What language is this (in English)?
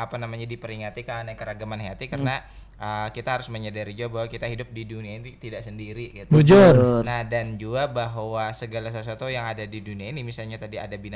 Banjar